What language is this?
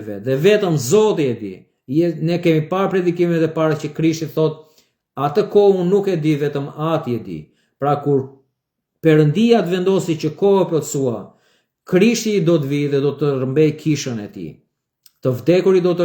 Albanian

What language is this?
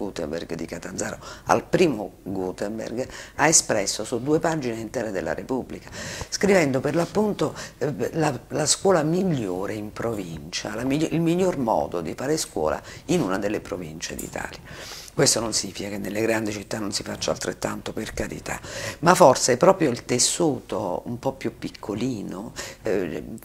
Italian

